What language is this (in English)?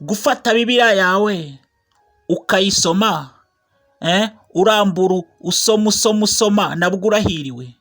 Kinyarwanda